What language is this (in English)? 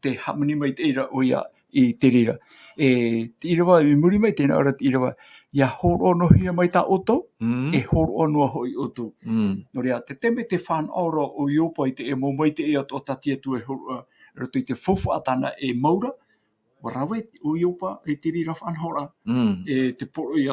Tahitian